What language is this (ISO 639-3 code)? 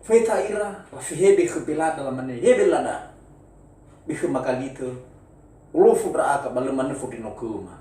nia